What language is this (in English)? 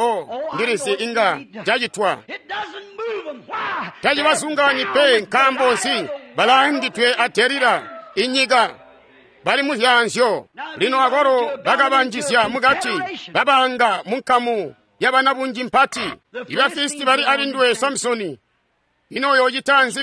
Tonga (Zambia)